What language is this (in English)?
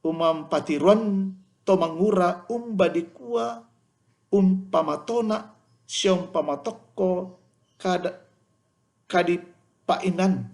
Toraja-Sa'dan